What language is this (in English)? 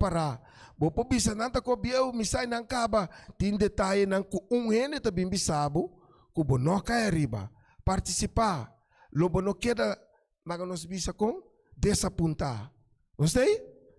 Papiamento